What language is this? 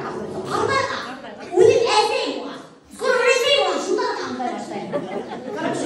Bashkir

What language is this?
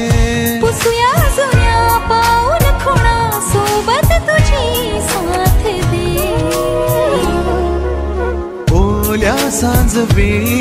Marathi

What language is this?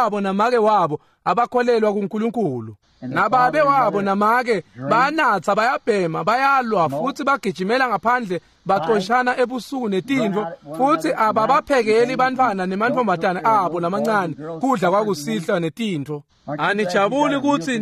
Swati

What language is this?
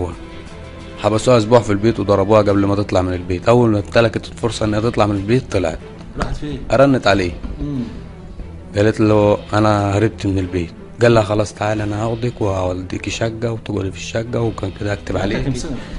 Egyptian Arabic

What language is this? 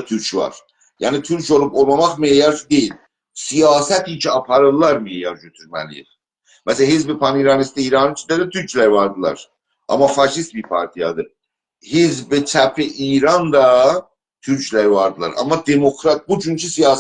South Azerbaijani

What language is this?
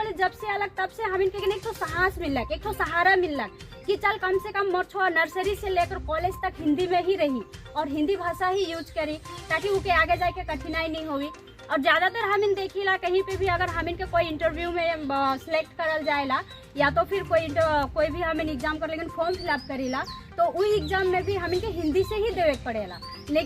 Sadri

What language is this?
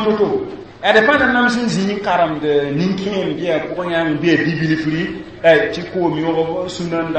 Mossi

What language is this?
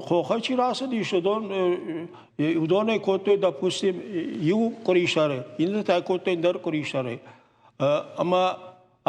Ossetic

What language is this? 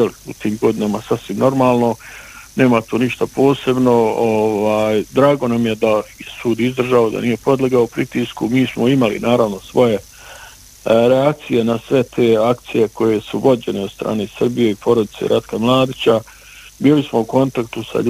Bosnian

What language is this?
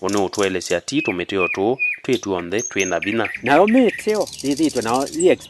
Kamba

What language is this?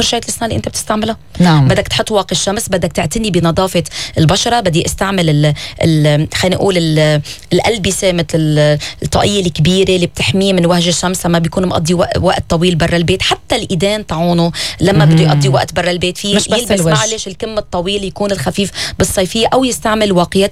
North Levantine Arabic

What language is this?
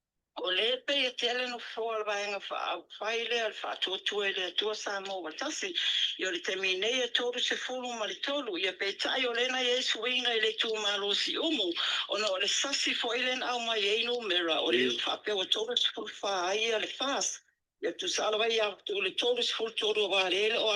Samoan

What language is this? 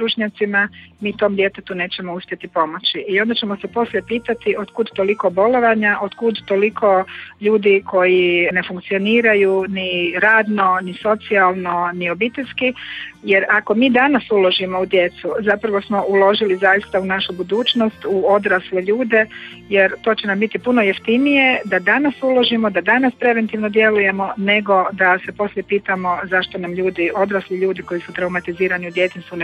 Croatian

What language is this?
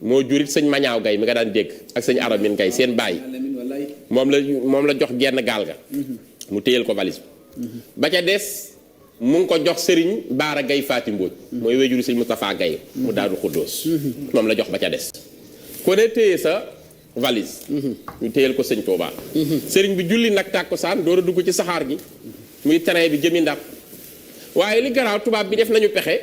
Wolof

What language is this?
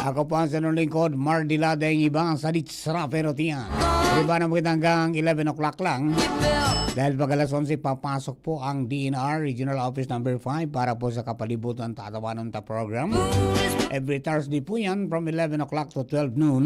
Bikol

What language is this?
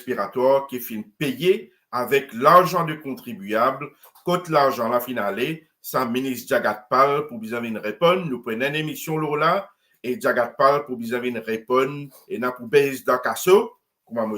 Morisyen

